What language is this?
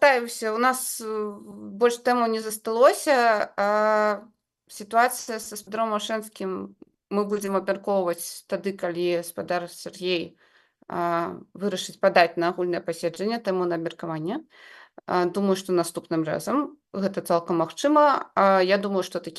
Belarusian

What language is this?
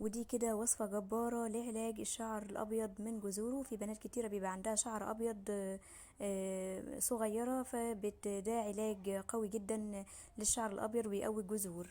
Egyptian Arabic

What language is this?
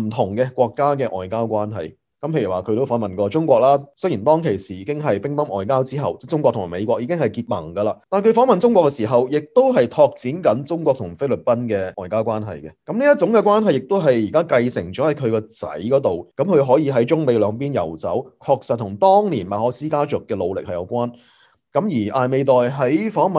Cantonese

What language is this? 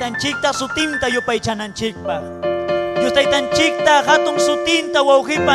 Ayacucho Quechua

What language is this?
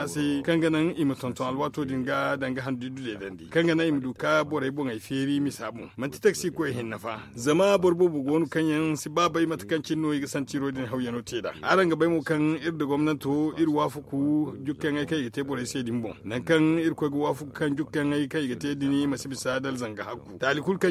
Zarma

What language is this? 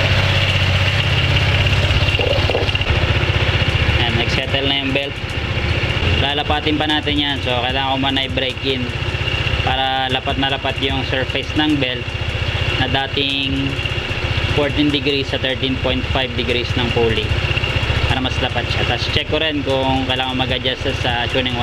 Filipino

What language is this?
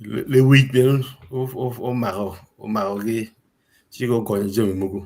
Acoli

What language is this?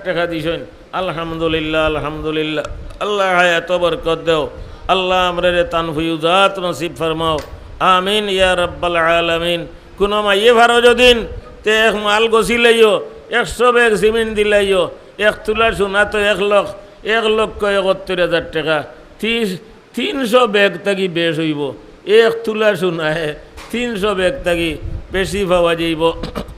Sylheti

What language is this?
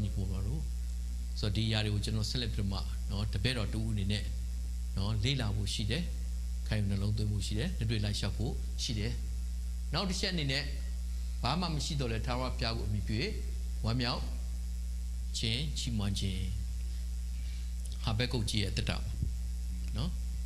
Burmese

